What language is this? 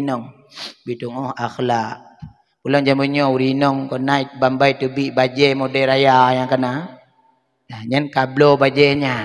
Achinese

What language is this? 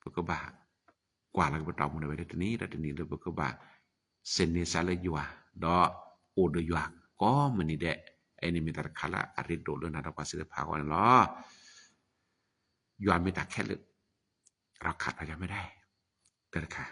S'gaw Karen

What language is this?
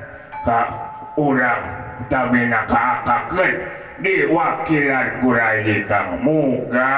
Sundanese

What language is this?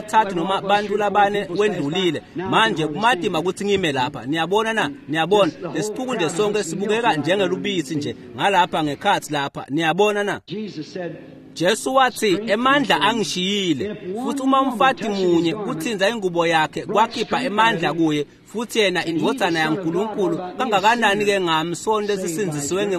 Swati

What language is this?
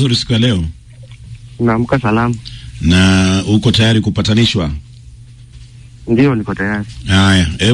Swahili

